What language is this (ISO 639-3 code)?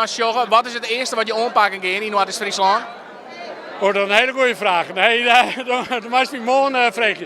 fry